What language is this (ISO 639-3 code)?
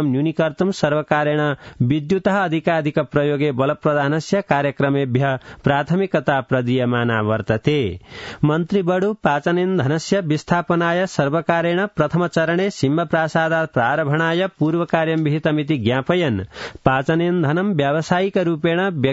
san